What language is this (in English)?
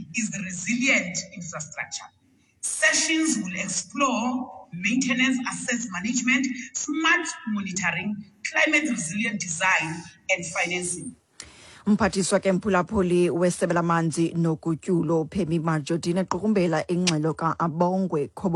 Xhosa